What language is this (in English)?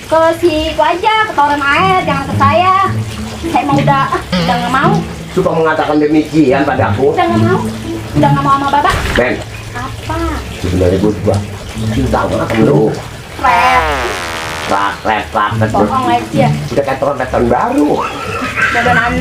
Betawi